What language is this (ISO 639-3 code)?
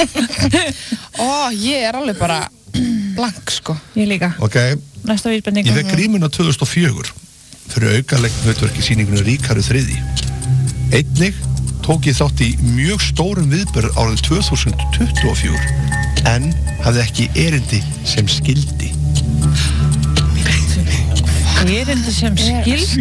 isl